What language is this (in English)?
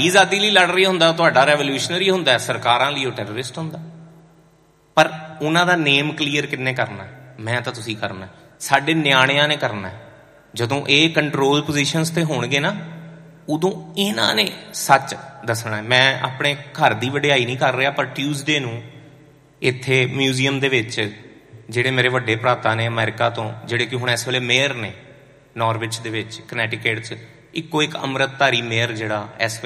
Punjabi